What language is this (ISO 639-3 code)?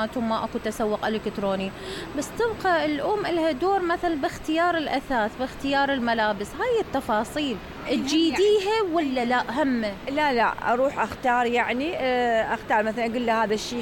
acm